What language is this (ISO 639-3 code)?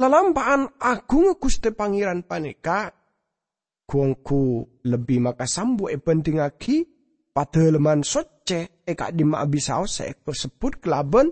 mad